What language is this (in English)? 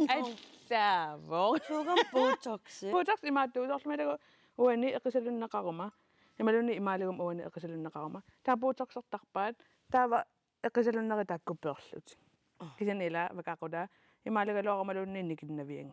Kalaallisut